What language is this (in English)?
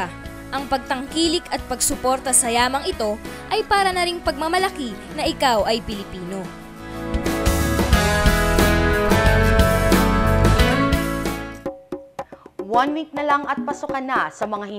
Filipino